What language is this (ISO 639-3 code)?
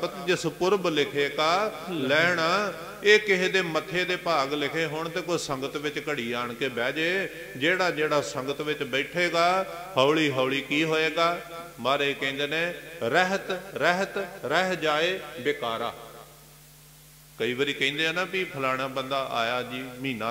pan